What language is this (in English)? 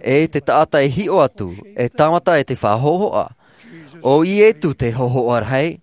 Tahitian